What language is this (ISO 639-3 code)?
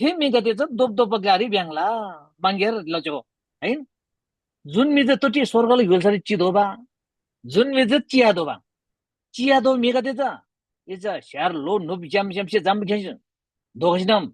taj